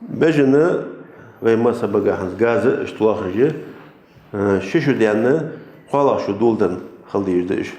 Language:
Ingush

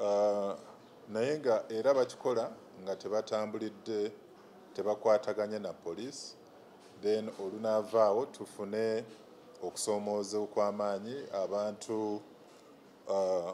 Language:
Ganda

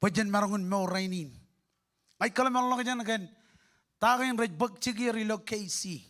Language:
Marshallese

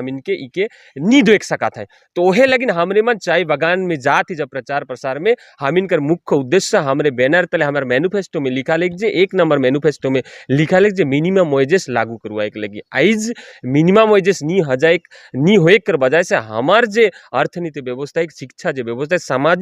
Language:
Sadri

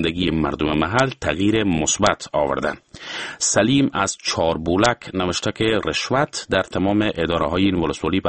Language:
Persian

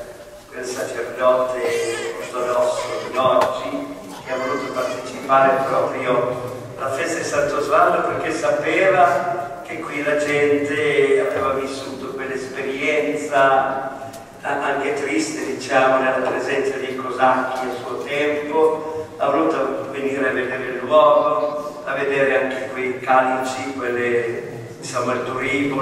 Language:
Italian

